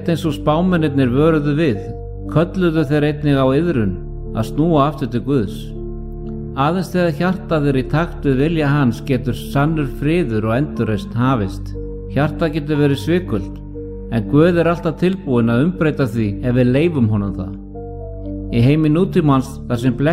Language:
Icelandic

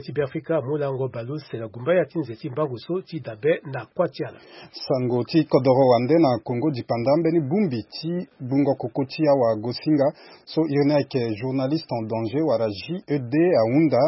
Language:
Sango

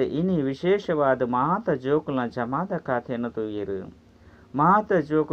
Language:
Tulu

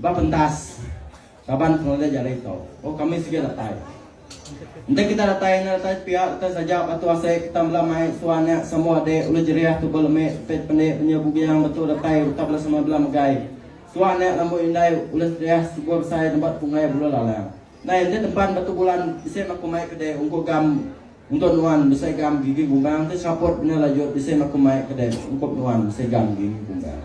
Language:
Iban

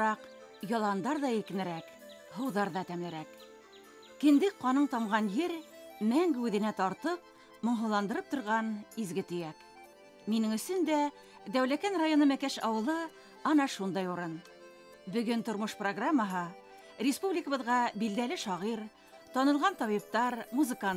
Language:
Bashkir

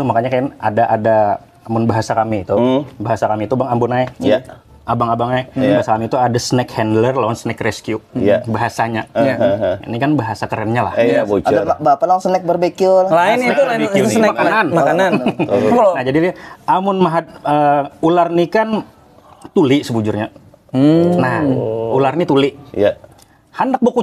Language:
Banjar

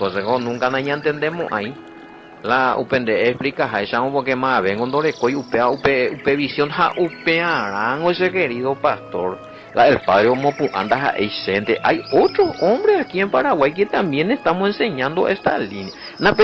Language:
Guarani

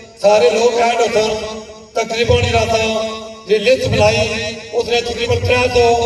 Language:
Pahari-Potwari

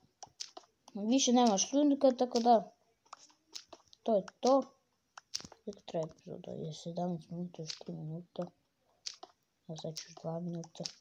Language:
Croatian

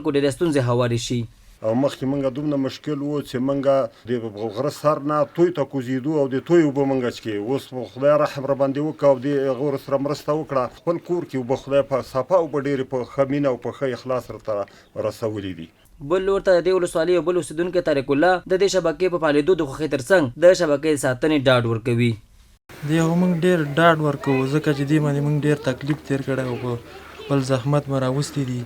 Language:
Pashto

